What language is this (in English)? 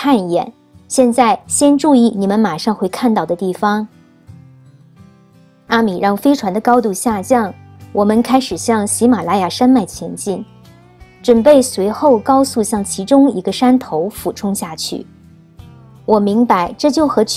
Chinese